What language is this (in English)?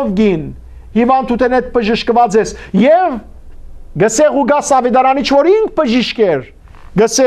Western Armenian